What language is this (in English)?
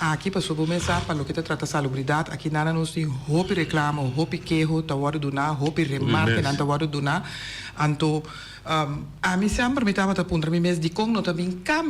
Papiamento